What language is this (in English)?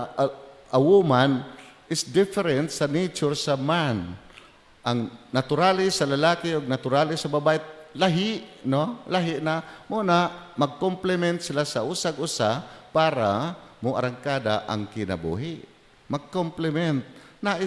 Cebuano